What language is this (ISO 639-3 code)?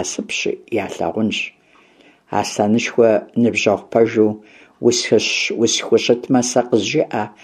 kbd